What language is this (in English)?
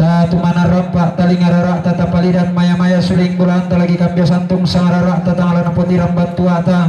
Toraja-Sa'dan